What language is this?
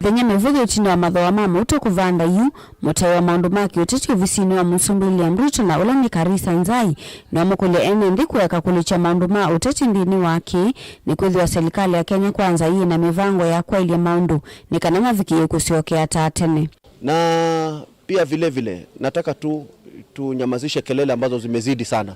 Kamba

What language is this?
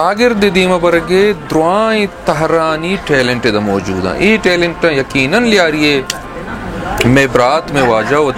Baluchi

